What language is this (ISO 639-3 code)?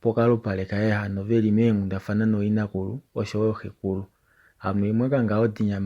kua